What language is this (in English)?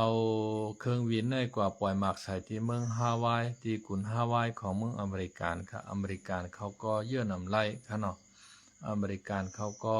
Shan